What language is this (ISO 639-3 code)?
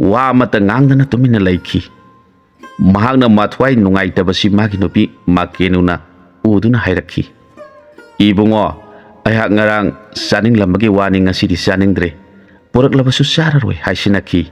mni